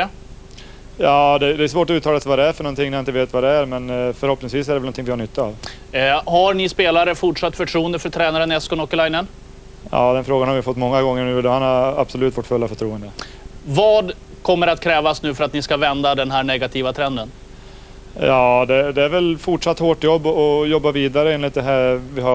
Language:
Swedish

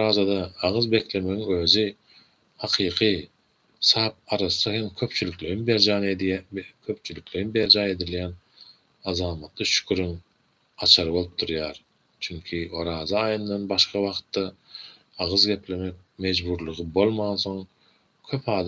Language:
Turkmen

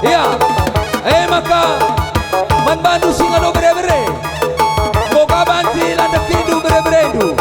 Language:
Batak Karo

